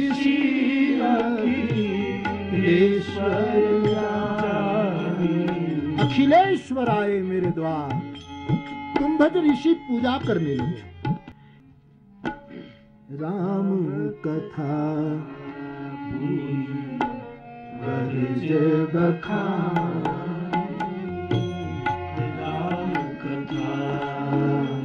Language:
Hindi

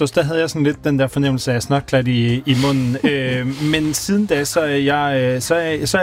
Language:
Danish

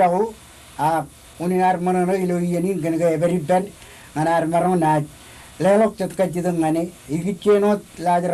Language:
Marshallese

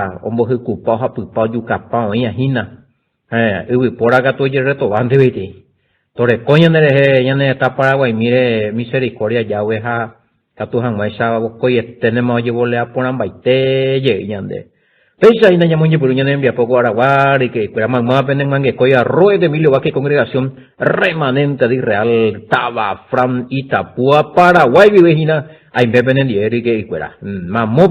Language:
Guarani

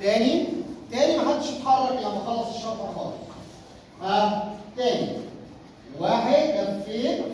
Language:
Egyptian Arabic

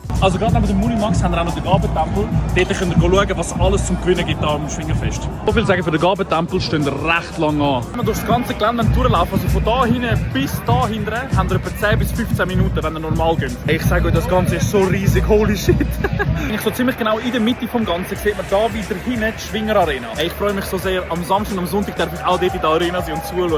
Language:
Swiss German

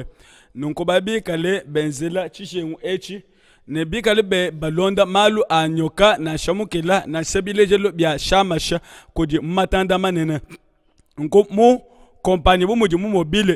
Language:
Luba-Lulua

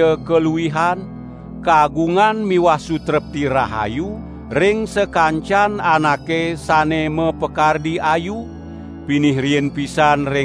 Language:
Balinese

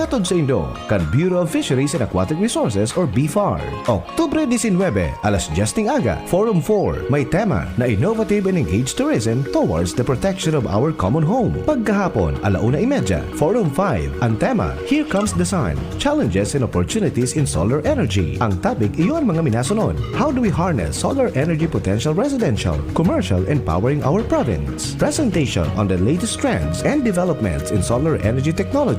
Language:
Bikol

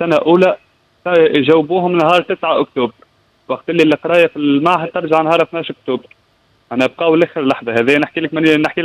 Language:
Tunisian Arabic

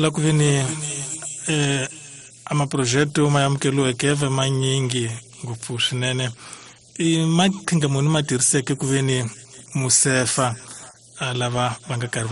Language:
Tsonga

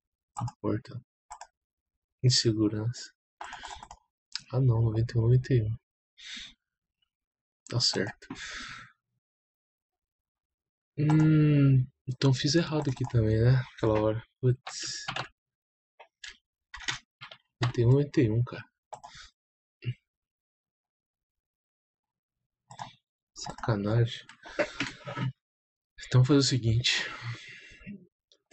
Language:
Portuguese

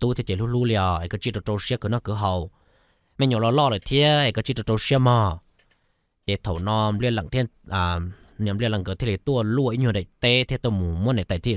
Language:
Hmong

